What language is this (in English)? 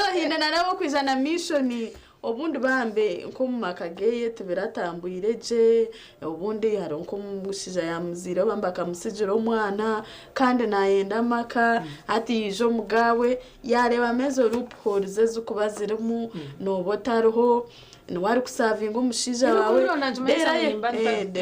Nyankole